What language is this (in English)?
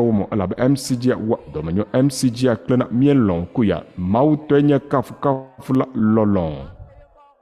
Ewe